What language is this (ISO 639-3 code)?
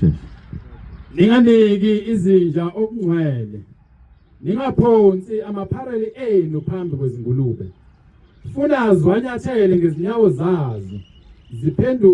zul